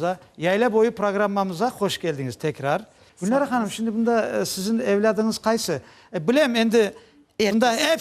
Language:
Crimean Tatar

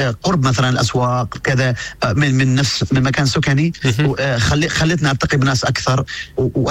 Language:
Tunisian Arabic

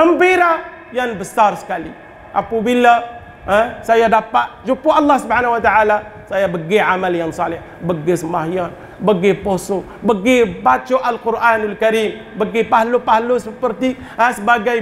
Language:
Malay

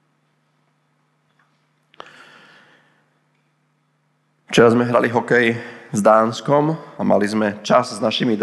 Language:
Slovak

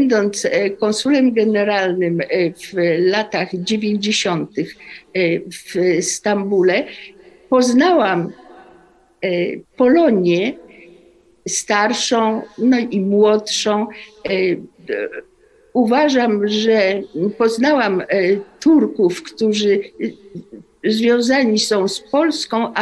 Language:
Polish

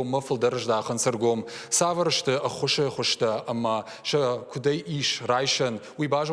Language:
Ossetic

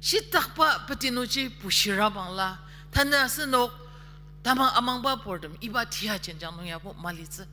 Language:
Ao Naga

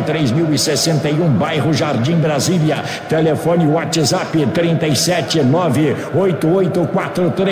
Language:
Portuguese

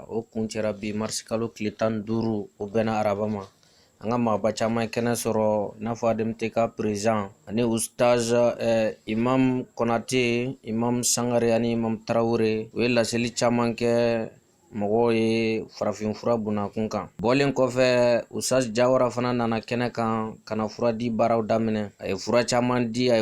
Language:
Bambara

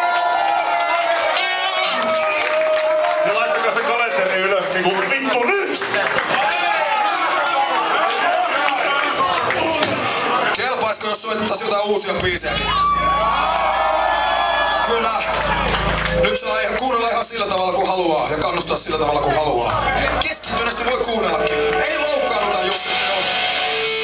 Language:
Finnish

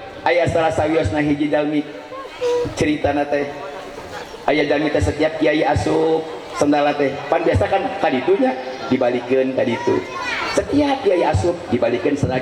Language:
Sundanese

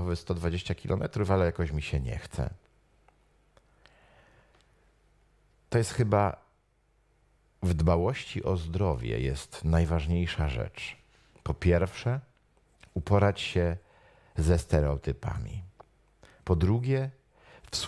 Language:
Polish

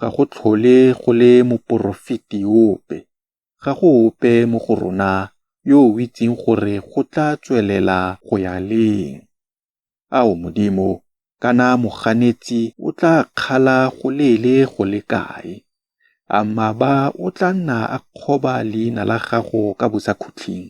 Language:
Tswana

